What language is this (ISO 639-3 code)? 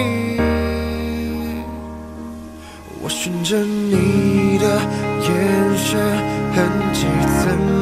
zho